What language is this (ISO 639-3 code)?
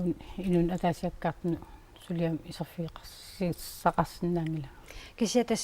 kal